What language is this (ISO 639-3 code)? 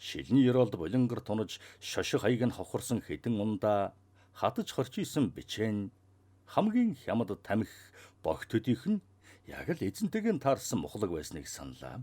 mon